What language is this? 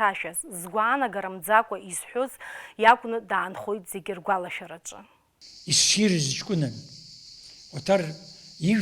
Abkhazian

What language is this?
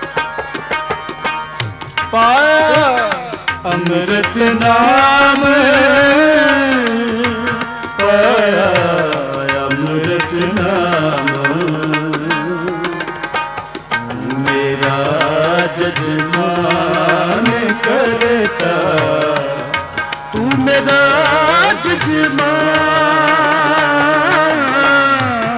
Punjabi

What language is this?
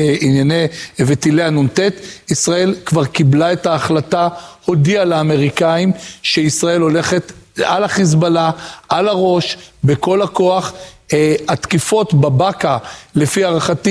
Hebrew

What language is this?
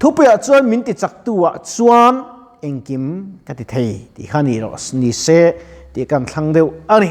Mizo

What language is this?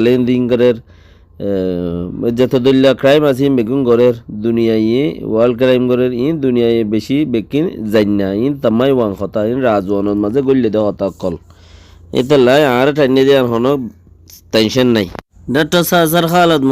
Rohingya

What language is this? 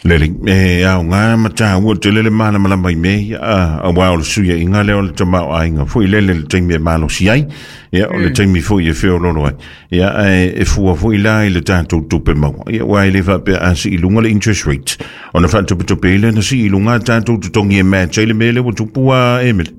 Samoan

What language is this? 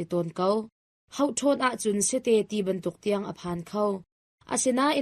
Hakha Chin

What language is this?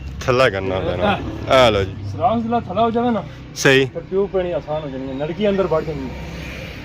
Pahari-Potwari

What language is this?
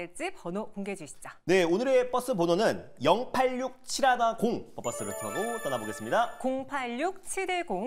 Korean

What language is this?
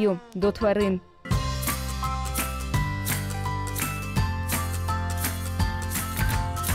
Ukrainian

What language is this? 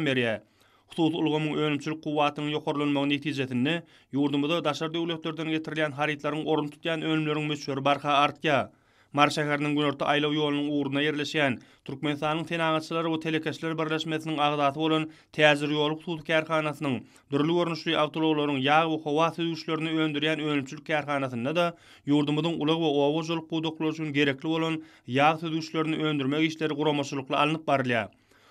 Turkmen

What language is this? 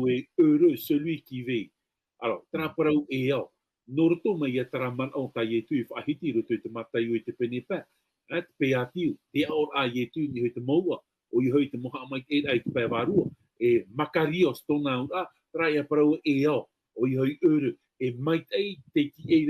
Tahitian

